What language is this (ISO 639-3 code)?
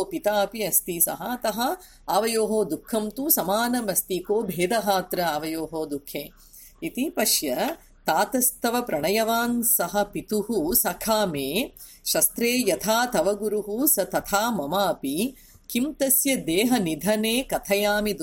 san